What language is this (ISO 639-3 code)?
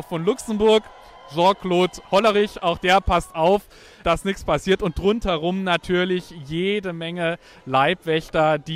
deu